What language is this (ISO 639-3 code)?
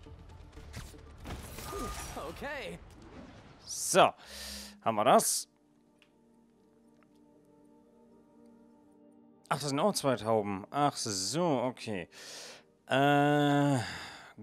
deu